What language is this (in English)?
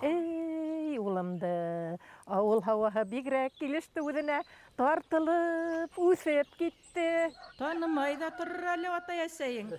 Bashkir